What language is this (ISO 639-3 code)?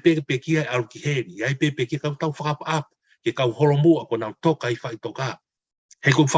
ton